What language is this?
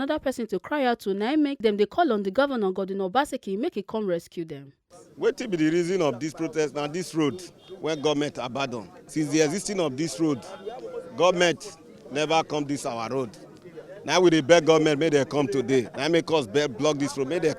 Nigerian Pidgin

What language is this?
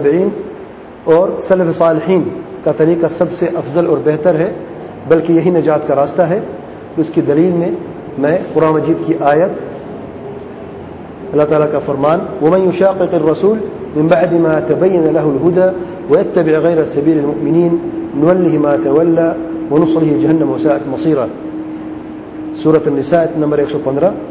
Urdu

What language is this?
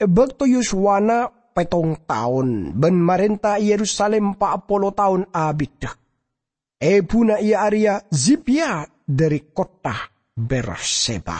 Madurese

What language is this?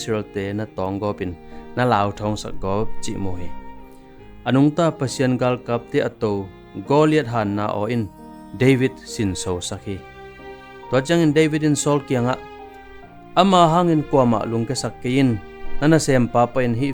Tedim Chin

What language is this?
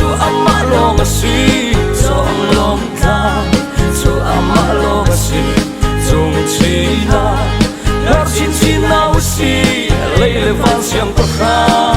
Hakha Chin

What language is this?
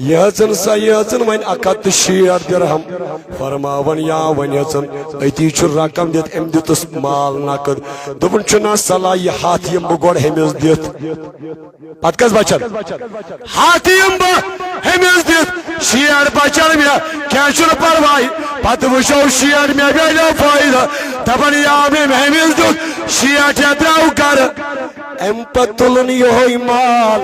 Kashmiri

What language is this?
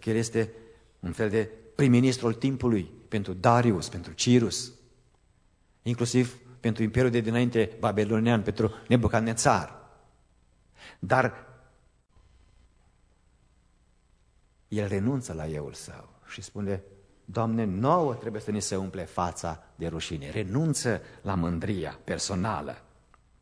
Romanian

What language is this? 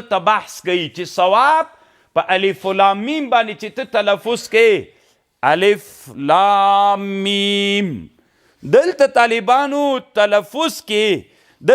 Pashto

